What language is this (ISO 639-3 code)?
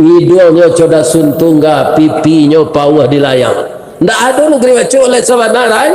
min